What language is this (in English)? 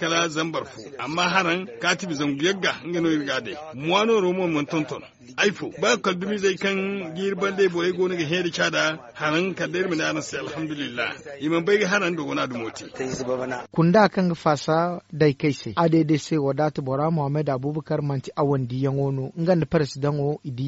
Zarma